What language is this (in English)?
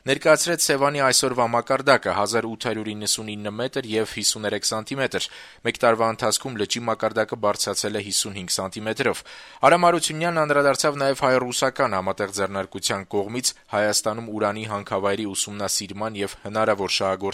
Armenian